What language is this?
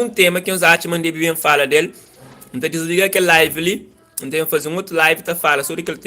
Kabuverdianu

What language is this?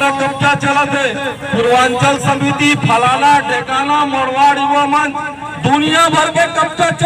Chhattisgarhi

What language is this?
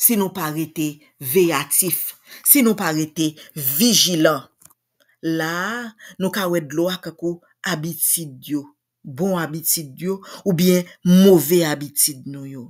Haitian Creole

